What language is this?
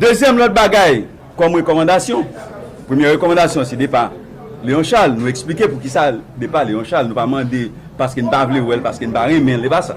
Haitian Creole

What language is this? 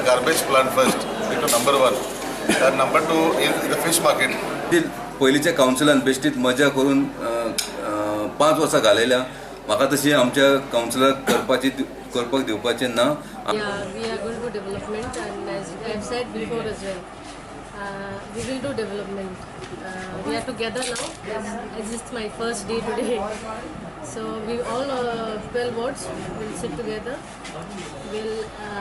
Konkani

